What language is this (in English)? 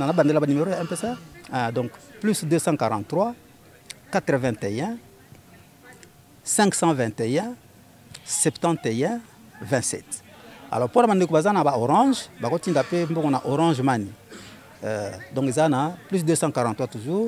French